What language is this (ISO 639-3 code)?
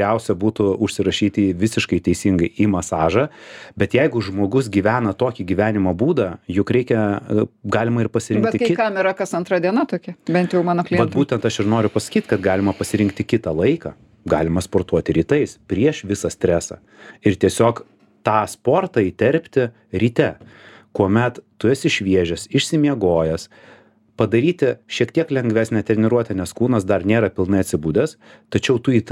lit